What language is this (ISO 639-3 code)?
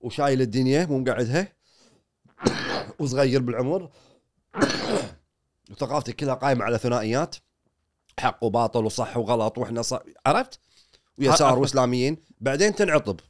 afb